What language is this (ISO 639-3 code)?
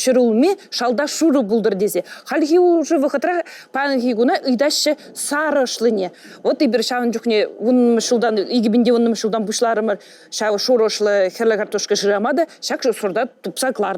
chv